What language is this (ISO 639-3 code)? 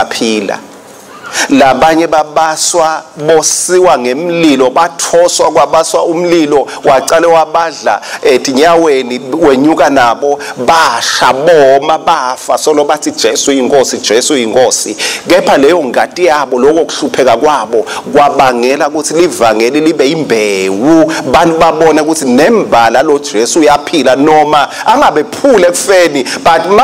ssw